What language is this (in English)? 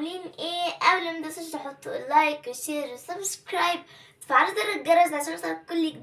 Egyptian Arabic